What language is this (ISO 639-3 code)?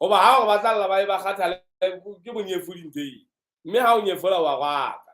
sot